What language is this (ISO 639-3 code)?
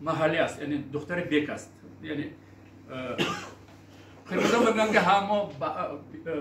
tgk